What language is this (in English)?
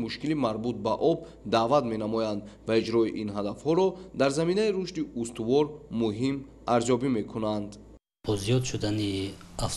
Tajik